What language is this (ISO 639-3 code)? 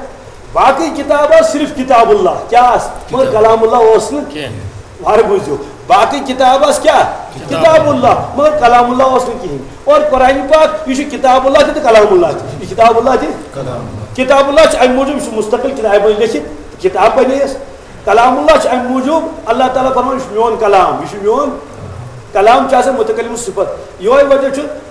kas